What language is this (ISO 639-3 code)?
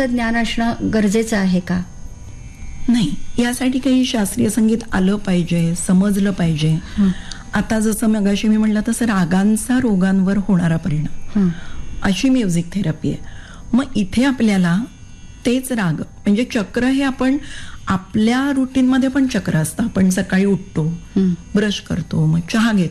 mar